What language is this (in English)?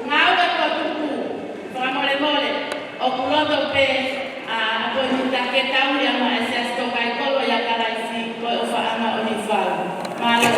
Tongan